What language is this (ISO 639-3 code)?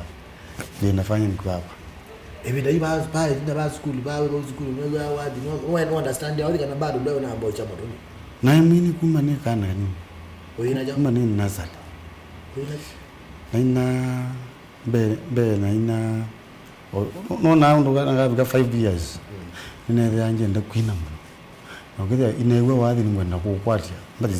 kam